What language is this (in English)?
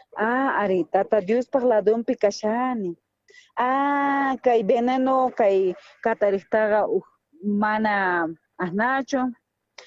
South Bolivian Quechua